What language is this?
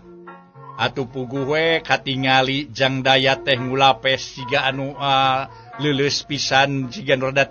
Sundanese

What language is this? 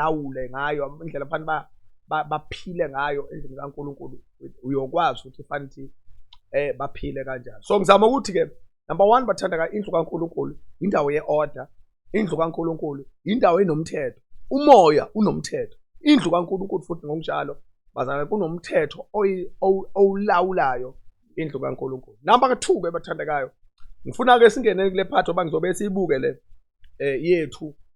Zulu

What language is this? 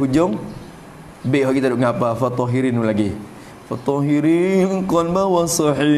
Malay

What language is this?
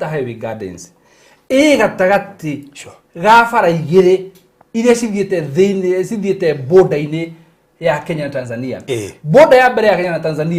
Kikuyu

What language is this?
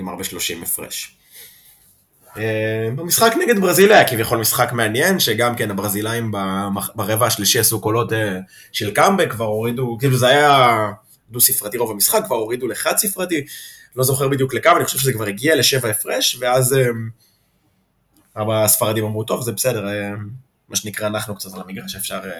Hebrew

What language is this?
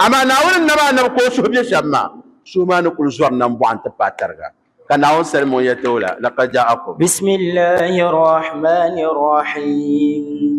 Dagbani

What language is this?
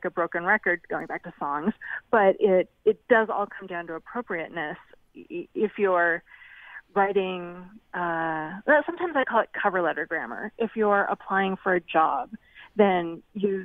English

